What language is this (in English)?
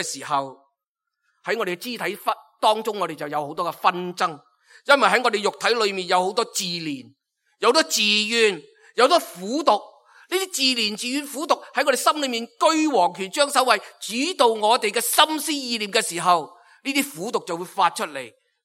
Cantonese